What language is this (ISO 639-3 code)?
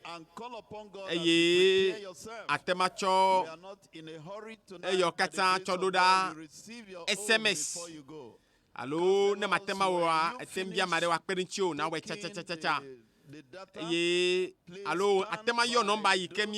ewe